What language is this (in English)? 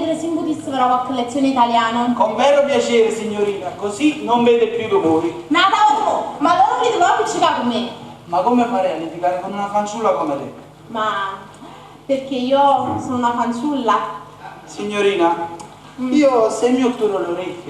Neapolitan